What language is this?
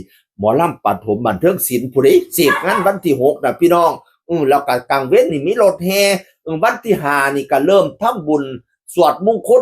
Northeastern Thai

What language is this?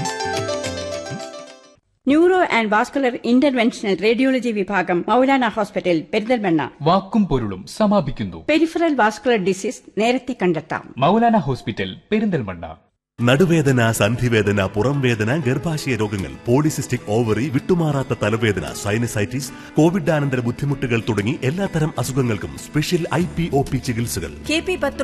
Malayalam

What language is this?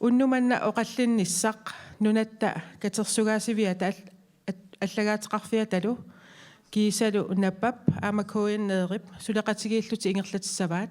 Kalaallisut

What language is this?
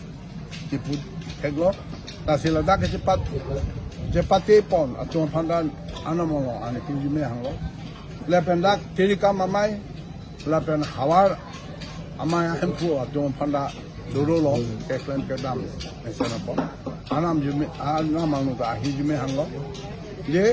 Karbi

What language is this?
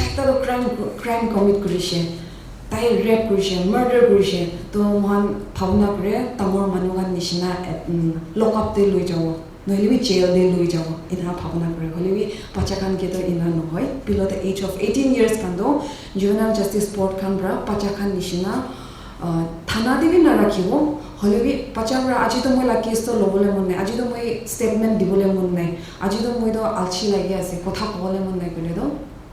Naga Pidgin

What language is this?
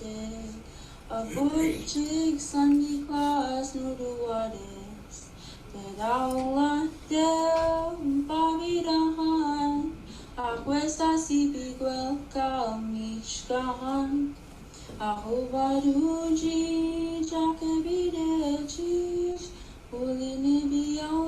Mi'kmaw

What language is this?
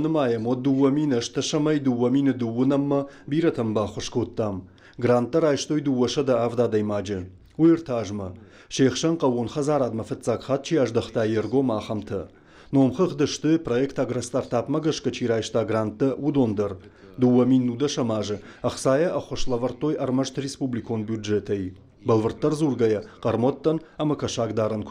Ossetic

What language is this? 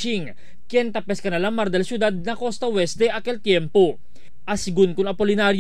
Chavacano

